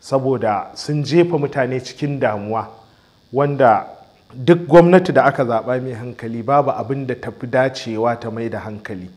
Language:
Hausa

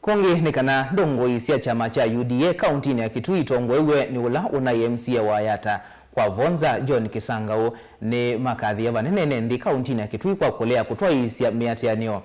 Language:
Kamba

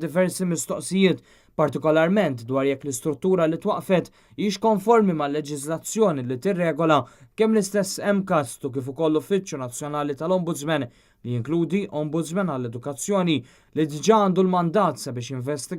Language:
Maltese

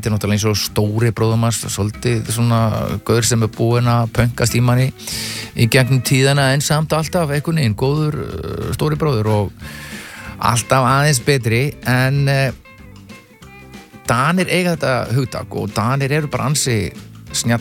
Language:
Icelandic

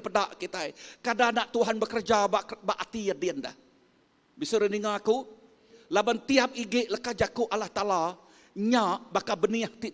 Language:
Iban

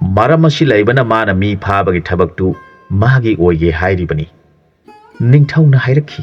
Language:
Manipuri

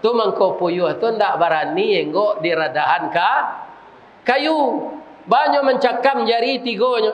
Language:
Minangkabau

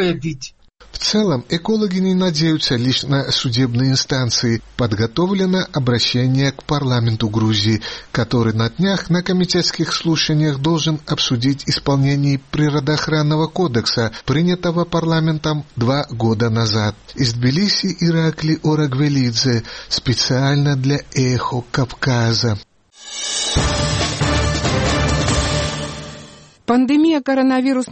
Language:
Russian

